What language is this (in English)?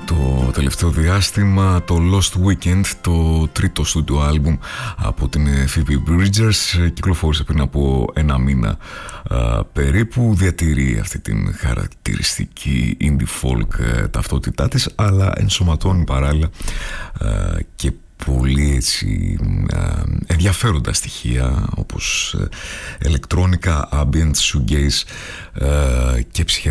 Greek